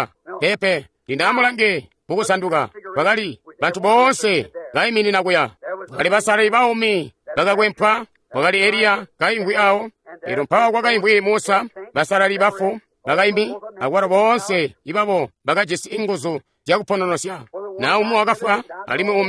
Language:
Tonga (Zambia)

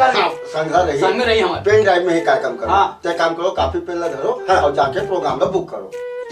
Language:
Chhattisgarhi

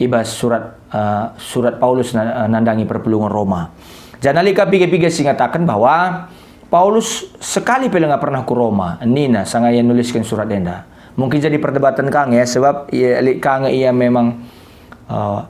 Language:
Batak Karo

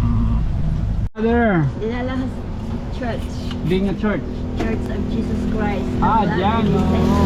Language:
Waray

